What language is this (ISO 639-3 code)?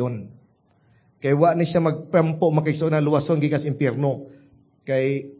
ceb